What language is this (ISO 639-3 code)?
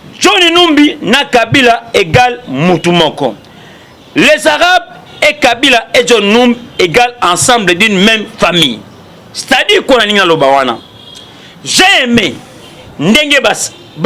lin